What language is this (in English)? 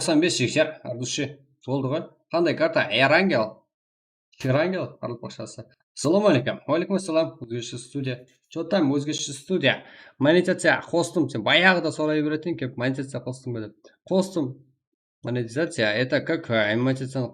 Kara-Kalpak